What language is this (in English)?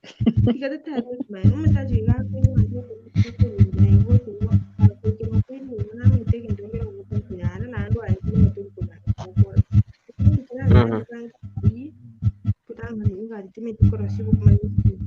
Gusii